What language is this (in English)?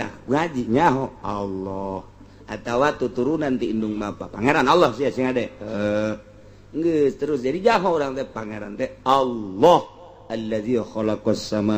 Sundanese